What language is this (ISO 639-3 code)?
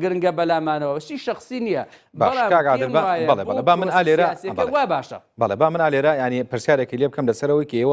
ckb